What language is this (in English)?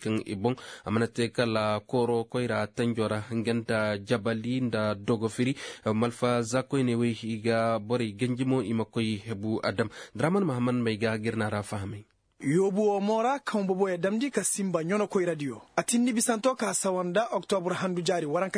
Koyraboro Senni